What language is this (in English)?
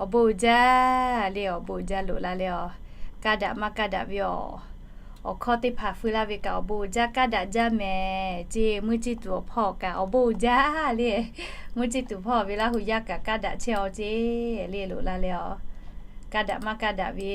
Lahu